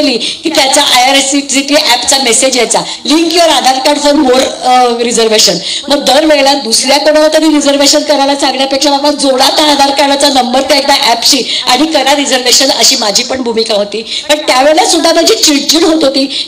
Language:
Marathi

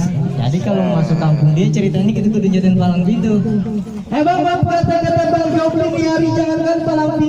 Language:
Betawi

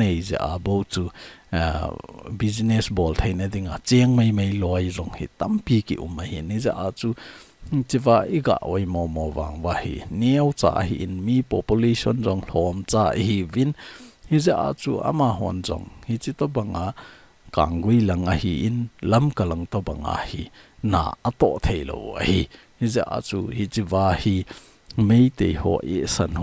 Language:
Thado Chin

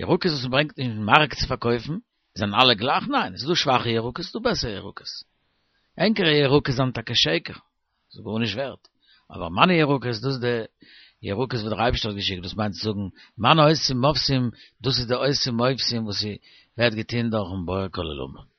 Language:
Yiddish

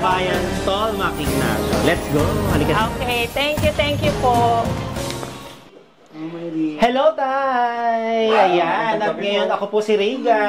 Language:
Filipino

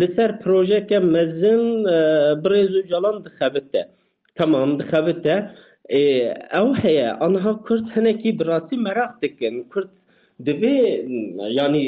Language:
Kurdish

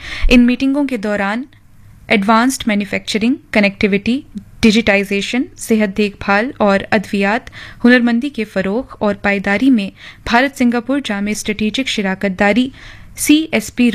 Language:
Urdu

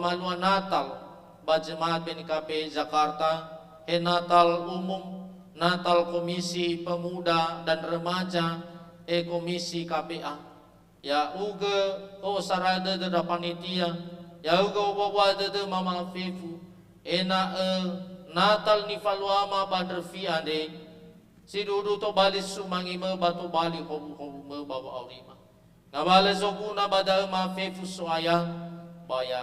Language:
Nias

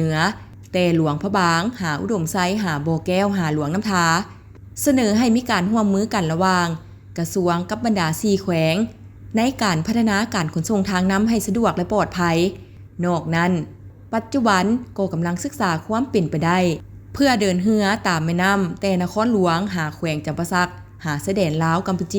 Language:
Lao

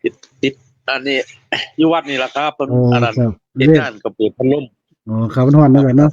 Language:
Northeastern Thai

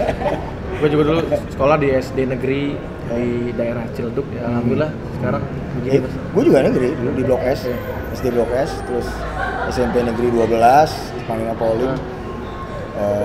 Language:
Indonesian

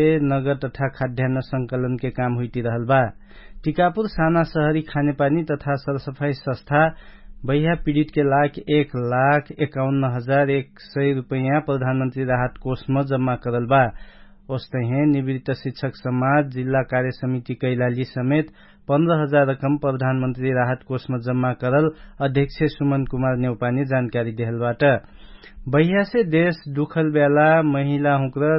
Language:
Dangaura Tharu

